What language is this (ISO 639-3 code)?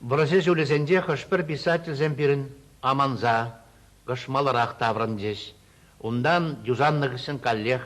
chv